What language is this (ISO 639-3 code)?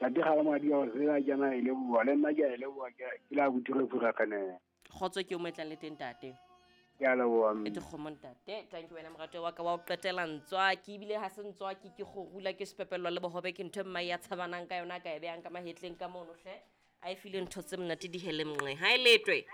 sot